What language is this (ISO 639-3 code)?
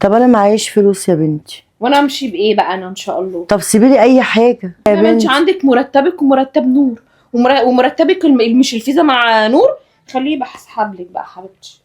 arz